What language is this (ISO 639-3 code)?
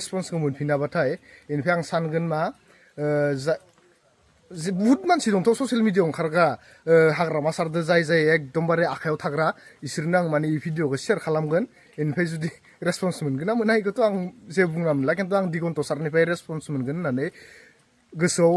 brx